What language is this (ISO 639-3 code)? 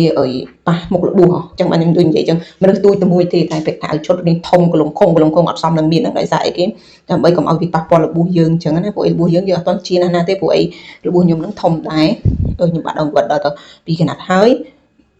khm